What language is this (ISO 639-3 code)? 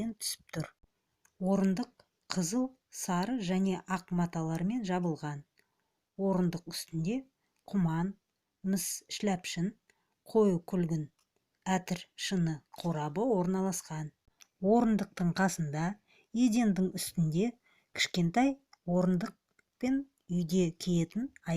kaz